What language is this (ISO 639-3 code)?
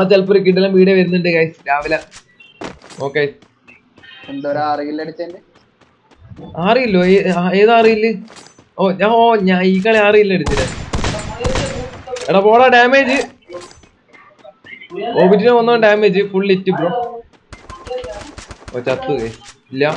mal